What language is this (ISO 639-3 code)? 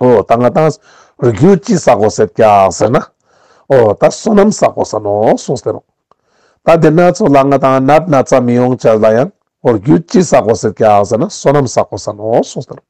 lbj